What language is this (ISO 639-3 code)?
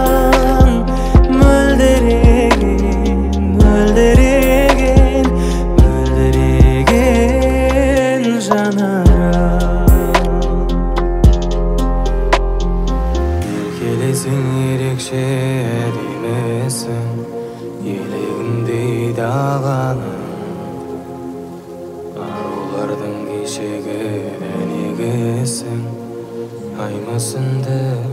kaz